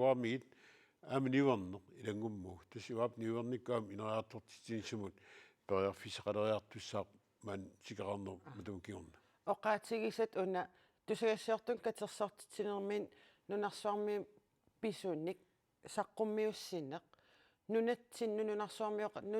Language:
Kalaallisut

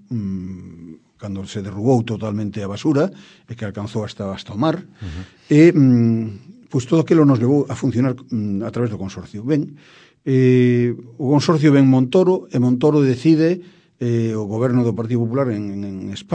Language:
Galician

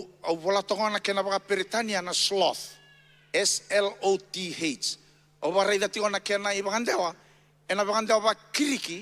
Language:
Fijian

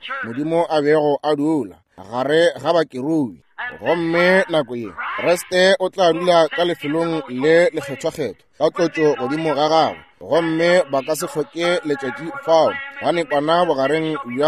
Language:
Northern Sotho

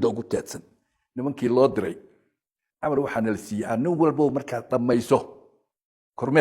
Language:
Somali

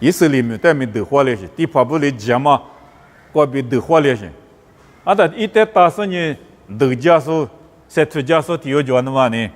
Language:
Lisu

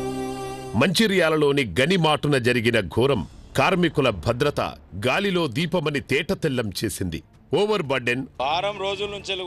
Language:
Telugu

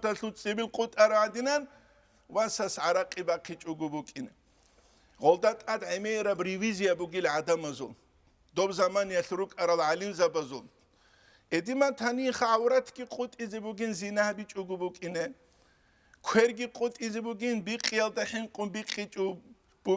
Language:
Avaric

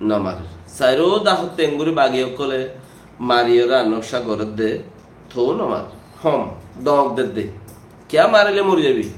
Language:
Rohingya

